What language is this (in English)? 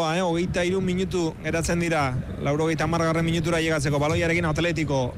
Basque